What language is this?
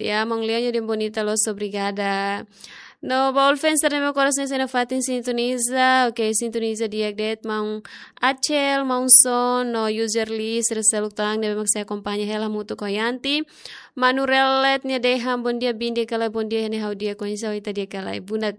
Tetum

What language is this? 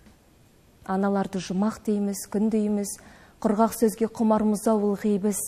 Kazakh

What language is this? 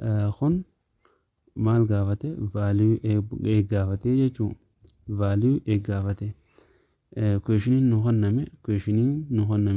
Oromo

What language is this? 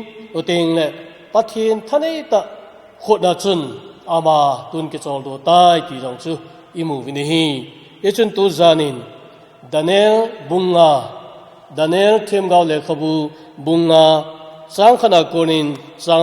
Thado Chin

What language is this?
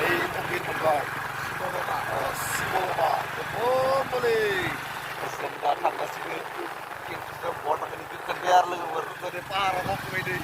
Bodo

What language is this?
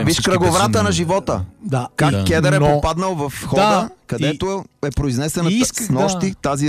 Bulgarian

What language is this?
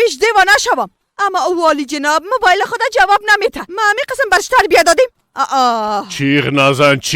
Persian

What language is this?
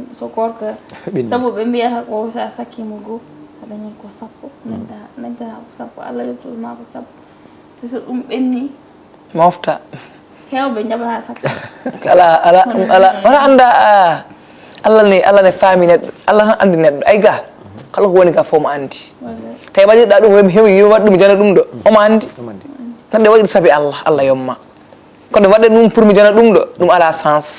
Fula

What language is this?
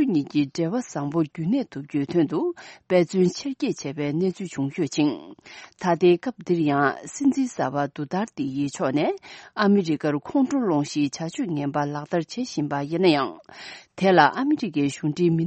Tibetan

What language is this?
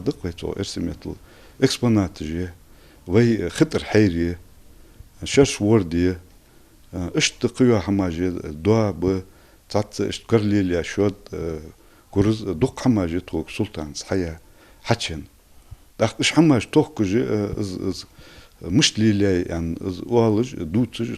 Ingush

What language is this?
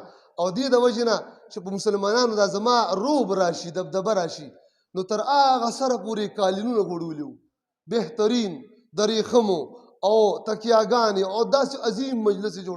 Pashto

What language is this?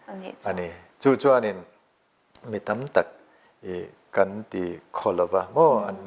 Mizo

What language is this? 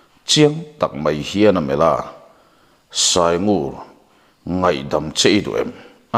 Mizo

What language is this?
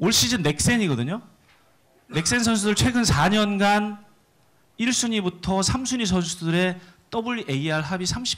Korean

